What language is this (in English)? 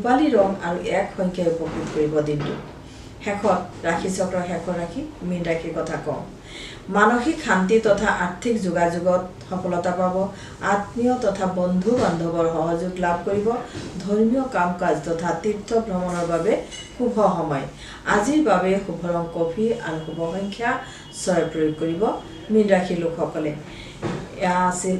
Assamese